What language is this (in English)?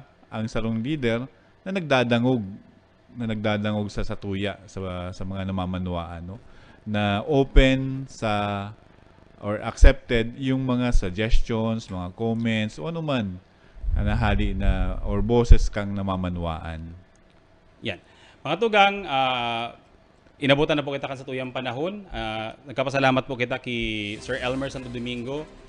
Bikol